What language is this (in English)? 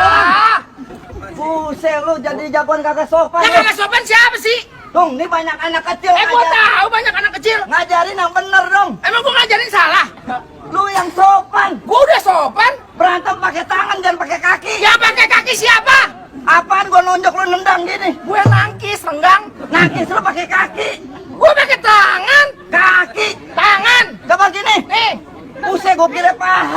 Betawi